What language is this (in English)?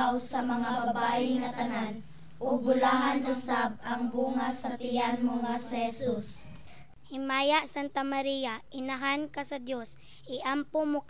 Cebuano